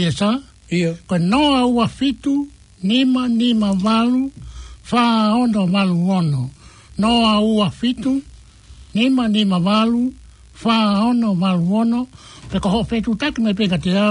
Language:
Tongan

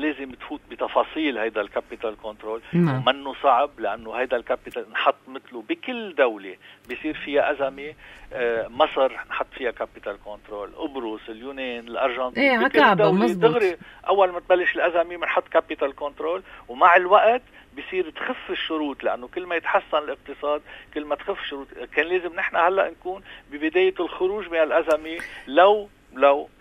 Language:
North Levantine Arabic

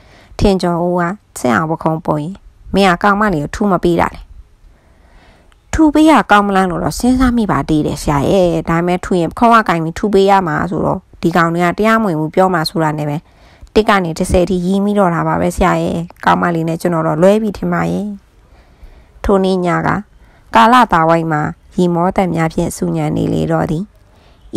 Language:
Burmese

